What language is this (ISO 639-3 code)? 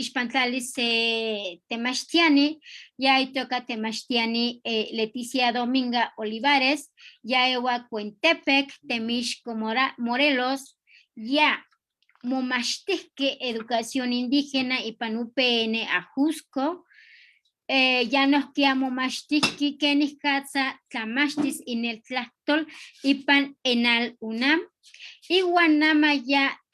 nhe